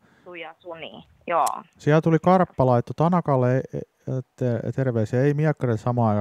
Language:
Finnish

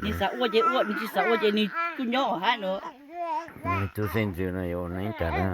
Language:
Hmong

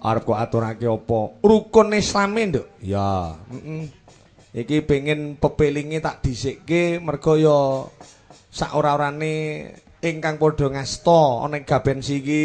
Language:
Javanese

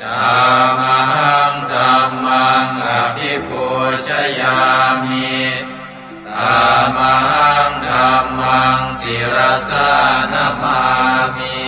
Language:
Pali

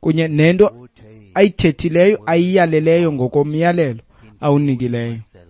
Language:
Xhosa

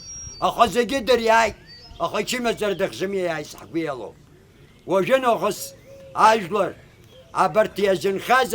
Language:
Abkhazian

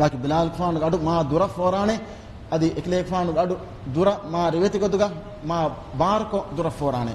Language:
Divehi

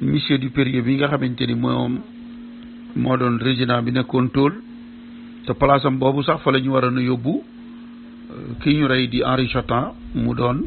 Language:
Wolof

